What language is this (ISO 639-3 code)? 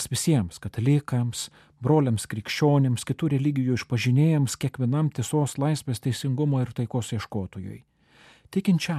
lit